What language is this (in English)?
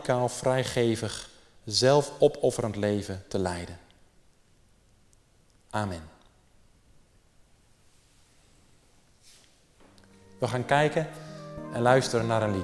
Dutch